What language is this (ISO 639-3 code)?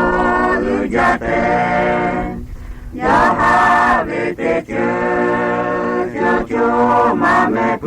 lhu